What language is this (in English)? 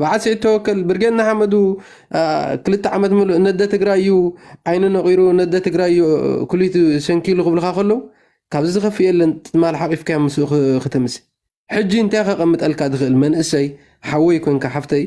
Tigrinya